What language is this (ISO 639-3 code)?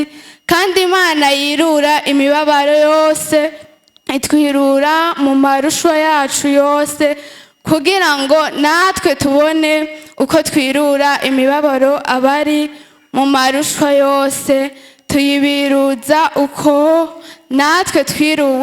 run